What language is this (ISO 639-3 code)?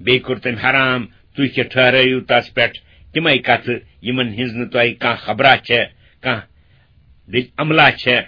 kas